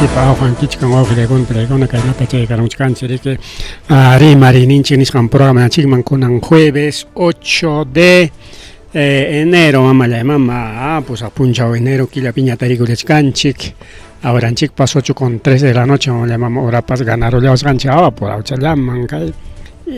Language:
Ayacucho Quechua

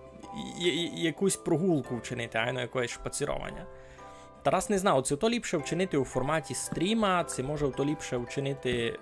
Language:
Rusyn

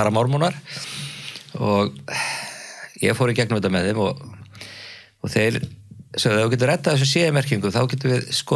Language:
Icelandic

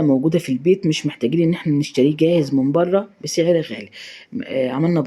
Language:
Egyptian Arabic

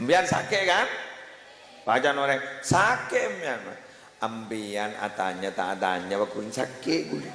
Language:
Madurese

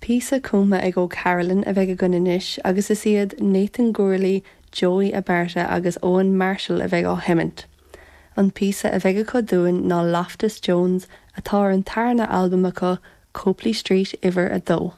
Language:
Irish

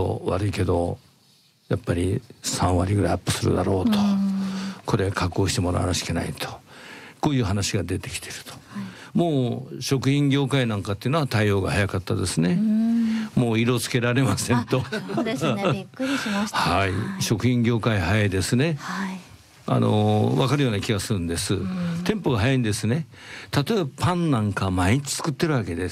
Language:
Japanese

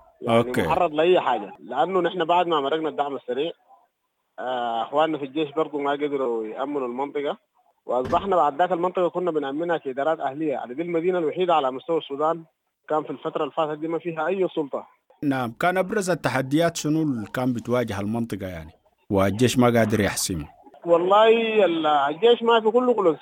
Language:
Sudanese Arabic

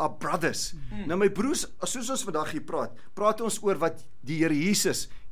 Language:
Afrikaans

